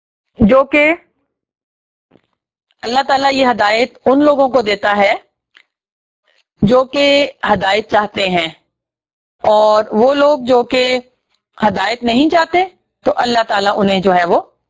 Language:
Urdu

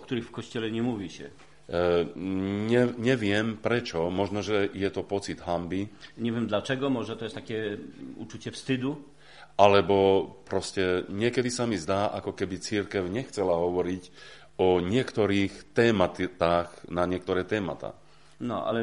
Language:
Slovak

